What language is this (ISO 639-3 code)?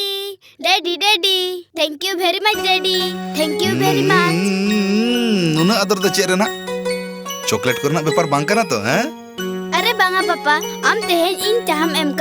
sat